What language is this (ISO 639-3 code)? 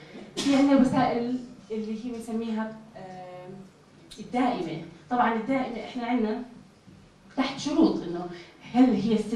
apc